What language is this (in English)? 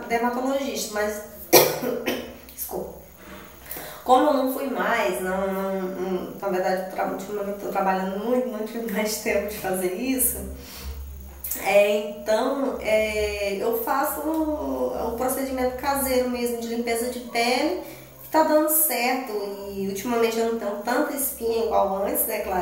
Portuguese